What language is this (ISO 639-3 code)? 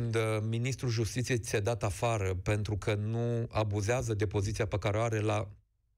ron